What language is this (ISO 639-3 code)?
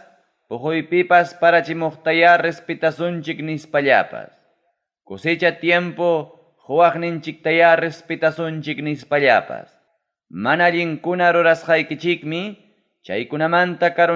quy